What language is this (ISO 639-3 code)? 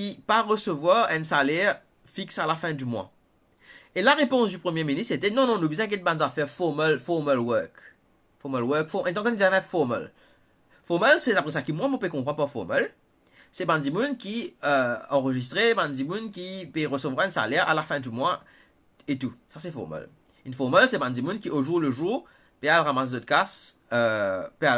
mfe